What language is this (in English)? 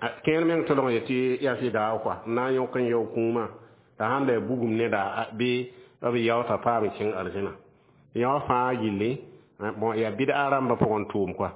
Mossi